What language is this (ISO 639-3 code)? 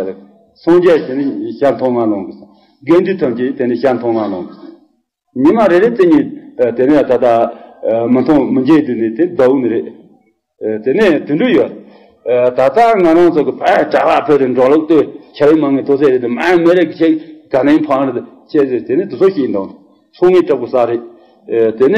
bod